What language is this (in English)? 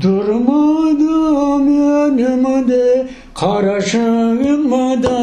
Crimean Tatar